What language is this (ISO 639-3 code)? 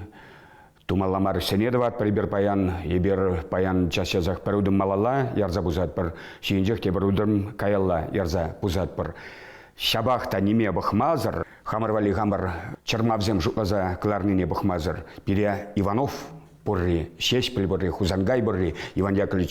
chv